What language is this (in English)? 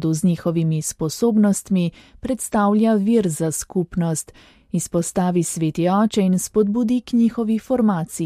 Slovenian